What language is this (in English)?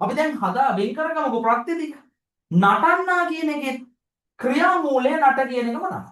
Sinhala